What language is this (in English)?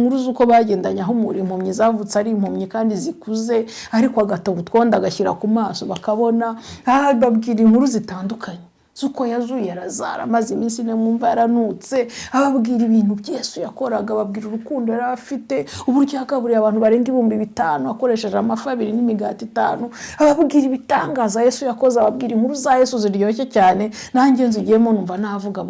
Kinyarwanda